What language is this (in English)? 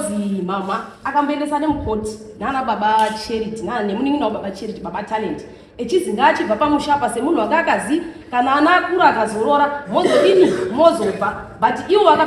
Shona